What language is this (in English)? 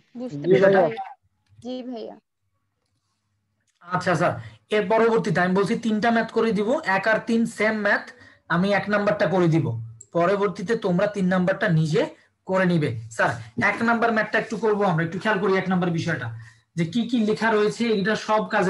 Bangla